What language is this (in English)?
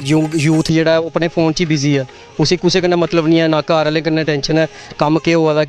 Dogri